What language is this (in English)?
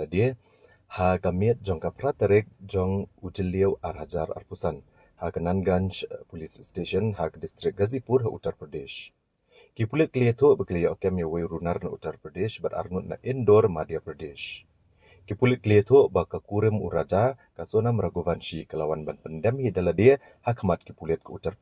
Khasi